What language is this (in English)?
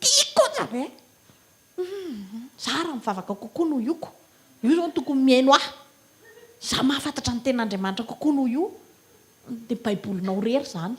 Malagasy